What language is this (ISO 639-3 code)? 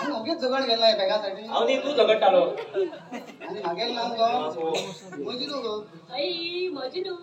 kok